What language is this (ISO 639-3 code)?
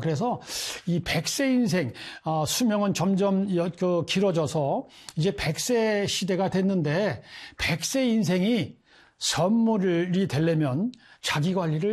kor